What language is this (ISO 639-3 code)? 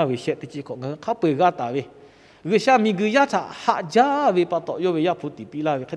lhu